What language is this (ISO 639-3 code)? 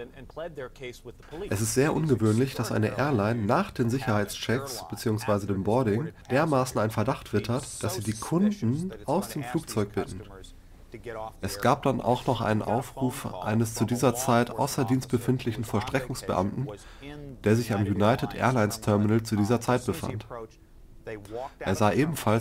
deu